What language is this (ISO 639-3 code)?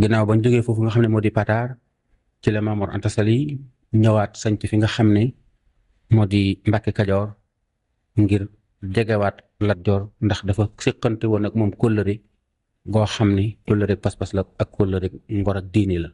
wol